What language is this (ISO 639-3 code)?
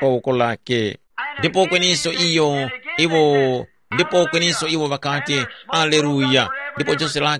tum